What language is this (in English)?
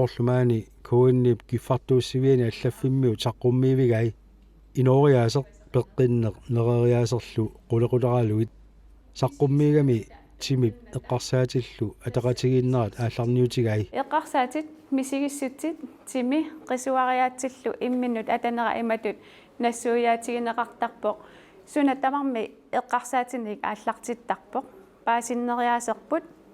Kalaallisut